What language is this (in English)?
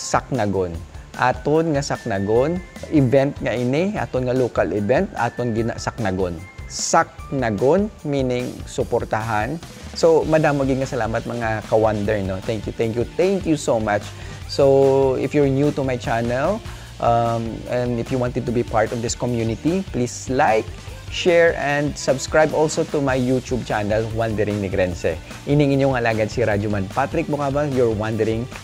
Hiligaynon